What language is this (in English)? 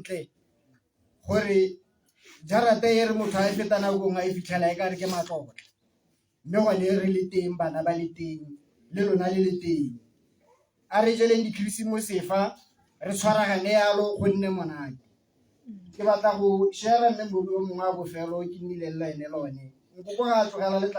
Tswana